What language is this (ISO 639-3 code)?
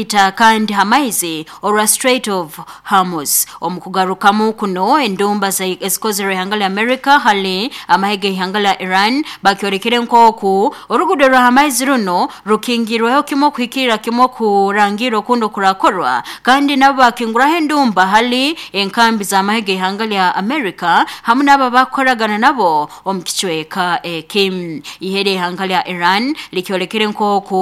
nyo